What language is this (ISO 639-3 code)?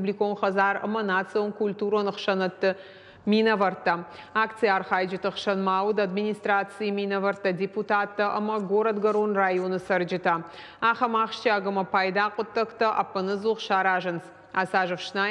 oss